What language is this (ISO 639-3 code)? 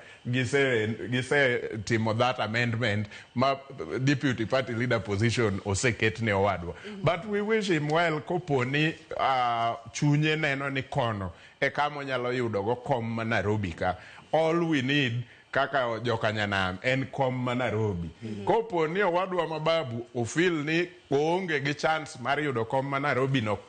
luo